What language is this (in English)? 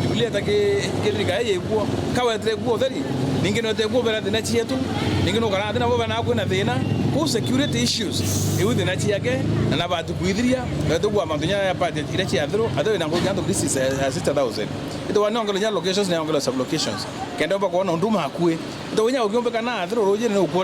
Meru